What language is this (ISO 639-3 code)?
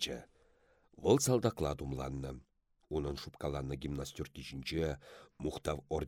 chv